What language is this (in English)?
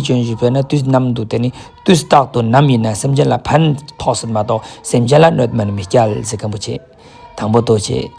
Ladakhi